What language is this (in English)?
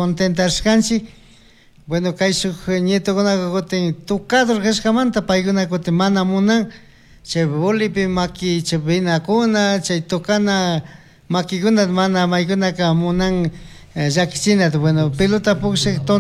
Chimborazo Highland Quichua